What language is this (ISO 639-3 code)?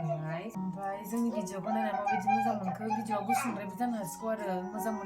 brx